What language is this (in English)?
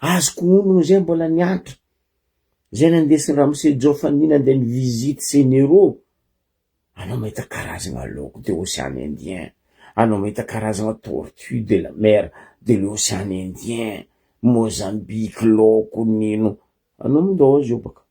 Malagasy